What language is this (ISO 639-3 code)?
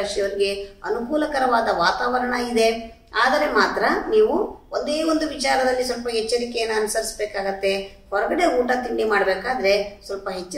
kan